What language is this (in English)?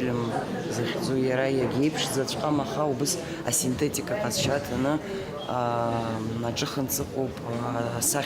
Abkhazian